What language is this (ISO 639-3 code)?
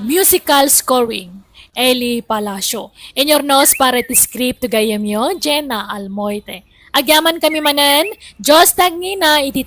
ilo